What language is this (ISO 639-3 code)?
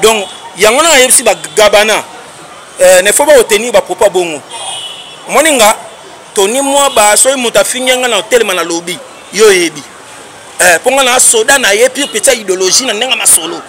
lin